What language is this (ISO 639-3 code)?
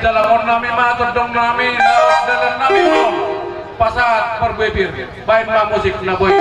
bbc